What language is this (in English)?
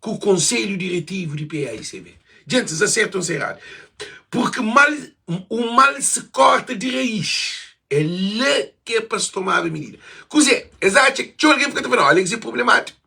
Kabuverdianu